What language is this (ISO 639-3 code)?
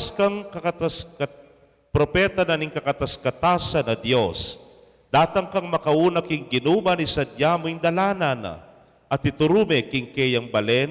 pam